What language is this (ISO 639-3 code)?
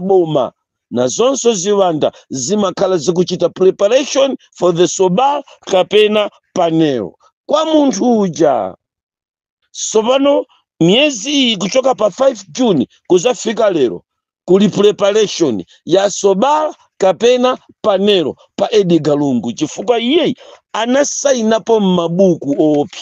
nya